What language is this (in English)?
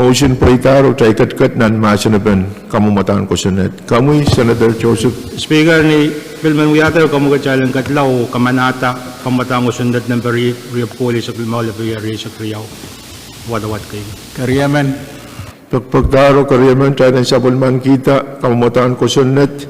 Pohnpeian